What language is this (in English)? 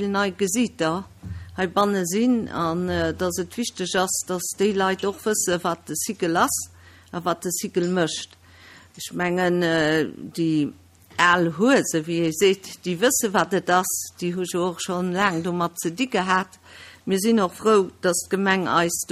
Luxembourgish